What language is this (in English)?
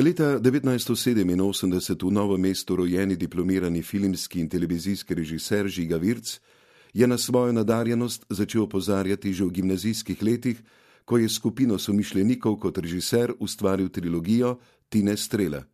Slovenian